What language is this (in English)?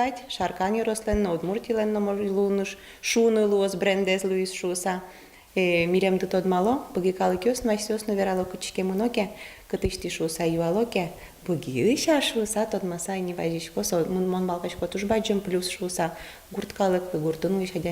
Udmurt